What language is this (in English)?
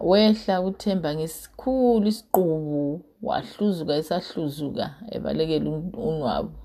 North Ndebele